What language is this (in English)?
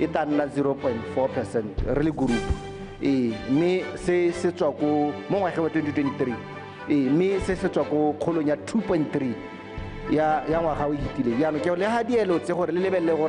Tswana